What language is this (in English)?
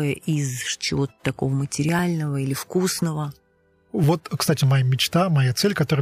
Russian